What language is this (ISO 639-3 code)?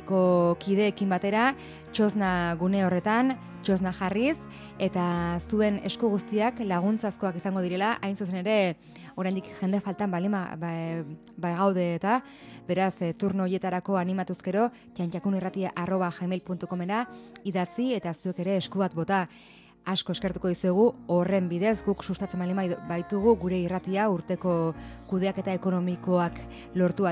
eus